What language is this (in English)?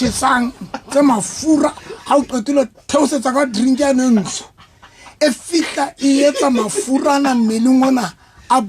Southern Sotho